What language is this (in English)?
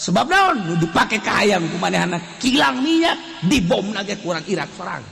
Sundanese